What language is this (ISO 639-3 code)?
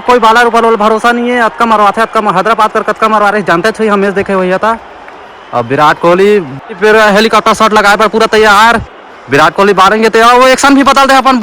hne